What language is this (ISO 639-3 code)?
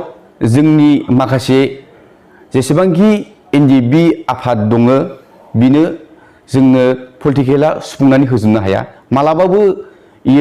brx